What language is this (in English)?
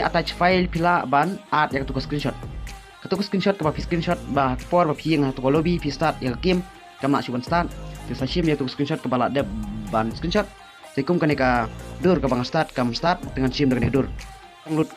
Khasi